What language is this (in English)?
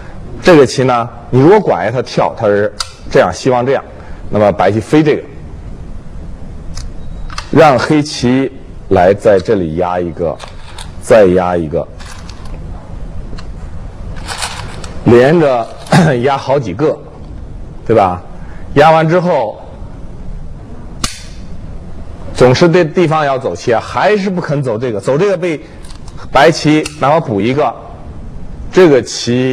Chinese